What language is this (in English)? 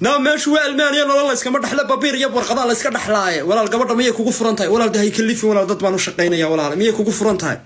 Somali